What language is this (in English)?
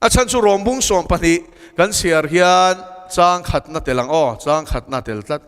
Mizo